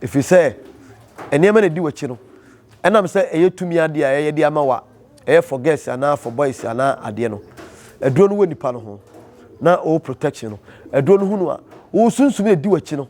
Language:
Akan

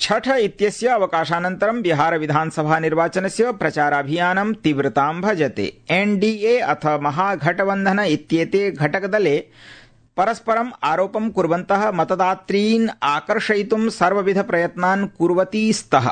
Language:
Sanskrit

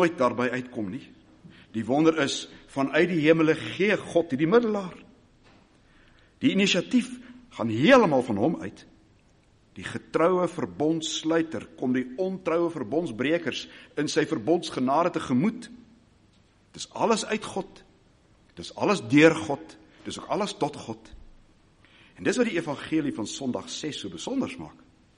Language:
Afrikaans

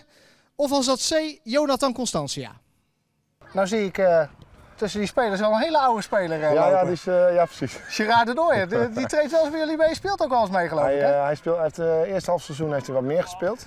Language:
Dutch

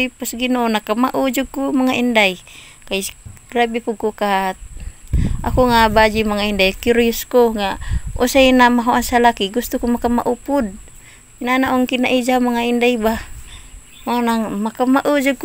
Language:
Cebuano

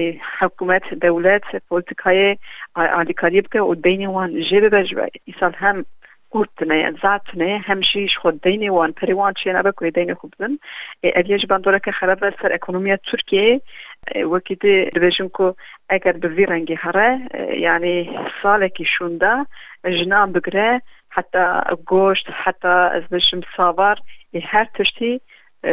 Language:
Kurdish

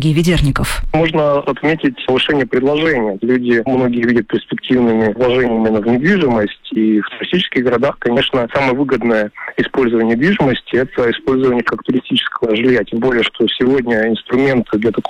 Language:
Russian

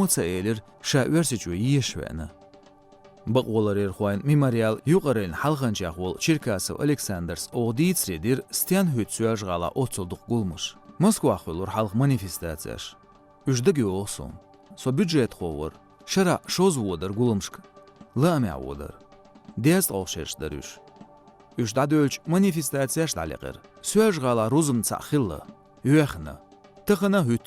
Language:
Chechen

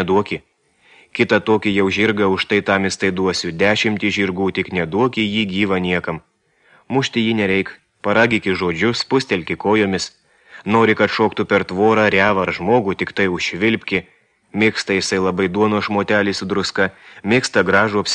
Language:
Lithuanian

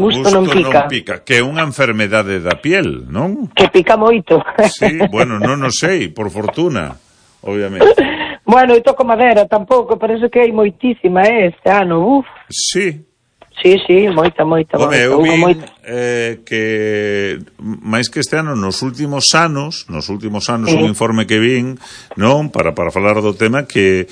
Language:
Galician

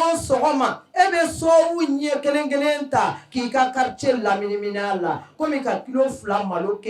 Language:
Bambara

